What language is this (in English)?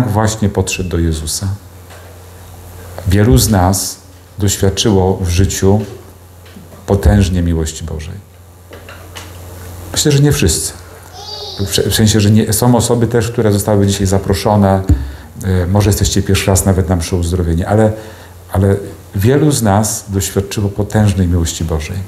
Polish